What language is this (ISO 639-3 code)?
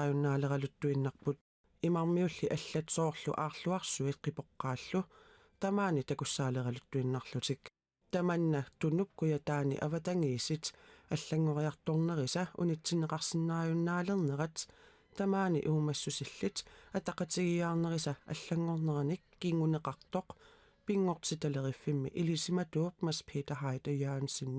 kal